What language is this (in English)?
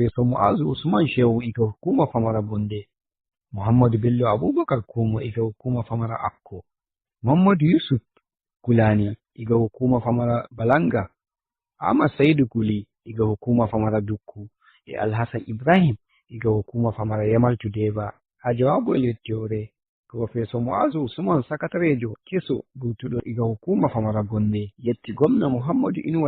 Fula